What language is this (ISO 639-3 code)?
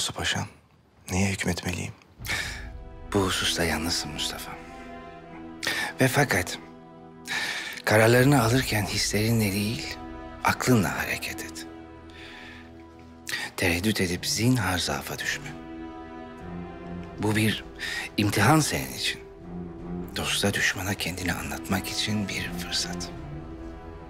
tur